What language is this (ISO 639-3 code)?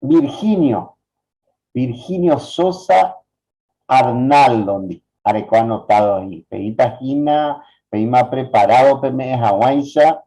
grn